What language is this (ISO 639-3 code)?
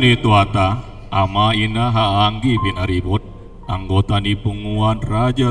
bbc